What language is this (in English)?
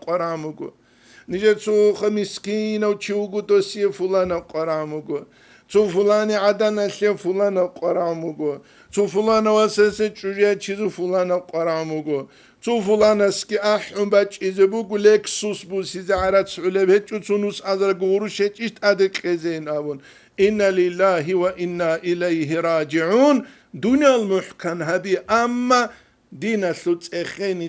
Avaric